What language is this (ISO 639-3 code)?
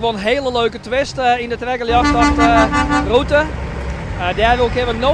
fry